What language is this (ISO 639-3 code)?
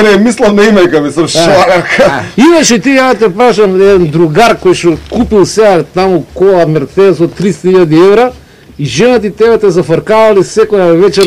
mkd